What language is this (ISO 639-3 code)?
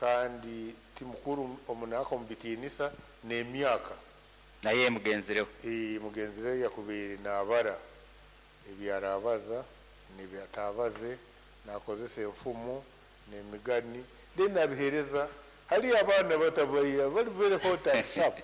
nyn